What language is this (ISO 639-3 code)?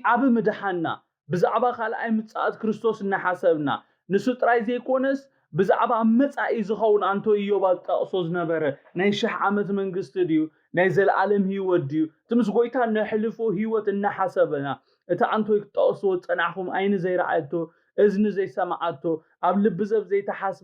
tir